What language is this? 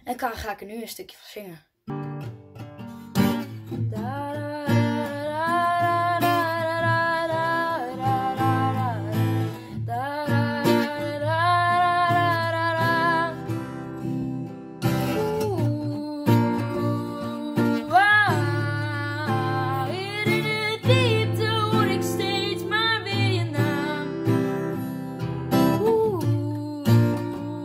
Dutch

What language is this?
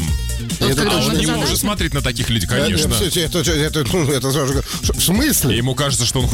Russian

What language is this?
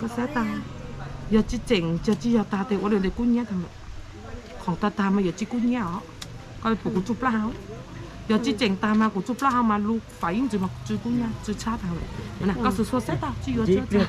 Hmong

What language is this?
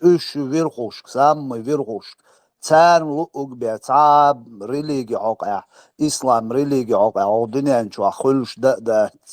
Chechen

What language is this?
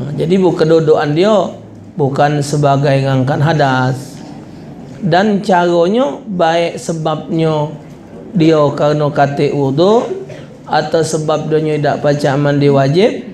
Musi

